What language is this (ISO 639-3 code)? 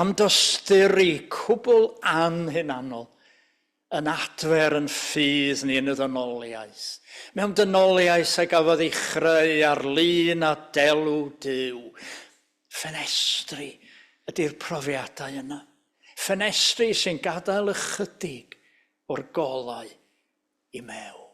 cym